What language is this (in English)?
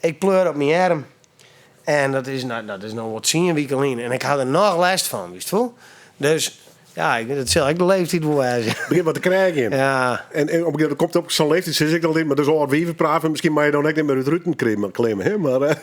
Western Frisian